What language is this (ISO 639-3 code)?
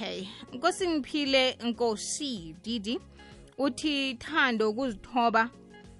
nbl